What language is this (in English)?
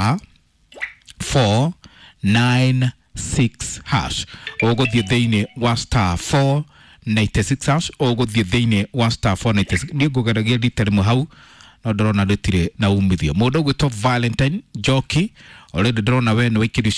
Kikuyu